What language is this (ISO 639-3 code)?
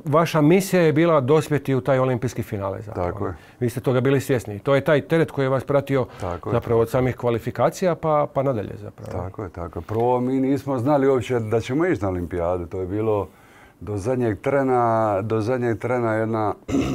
hrv